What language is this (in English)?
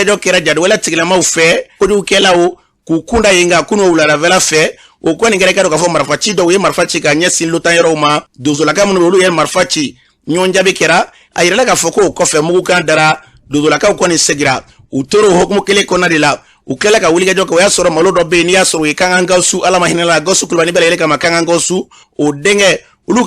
Bambara